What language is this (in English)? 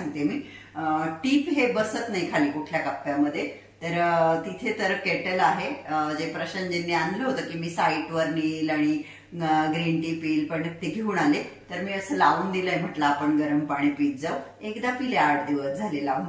Marathi